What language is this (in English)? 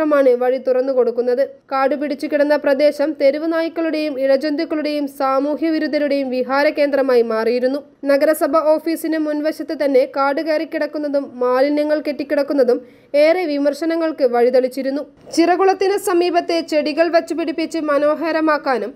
Malayalam